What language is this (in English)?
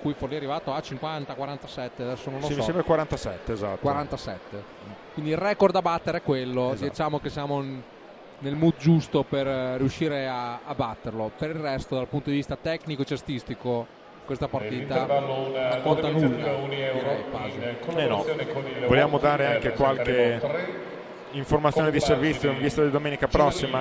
Italian